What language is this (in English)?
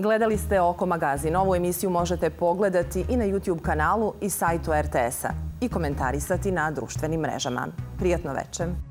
Serbian